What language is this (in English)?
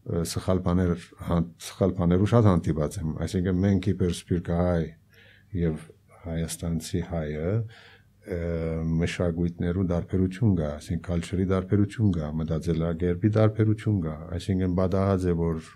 Armenian